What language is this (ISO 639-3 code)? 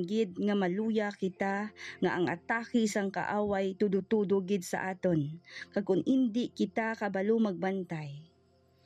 hil